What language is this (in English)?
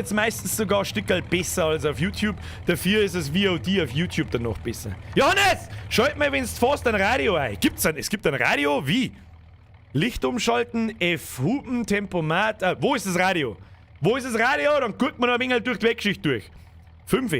Bavarian